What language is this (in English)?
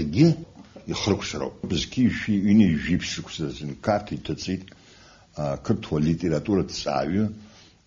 Abkhazian